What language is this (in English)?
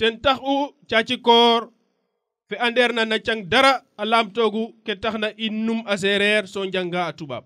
Serer